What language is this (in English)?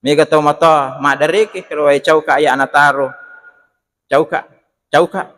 Buginese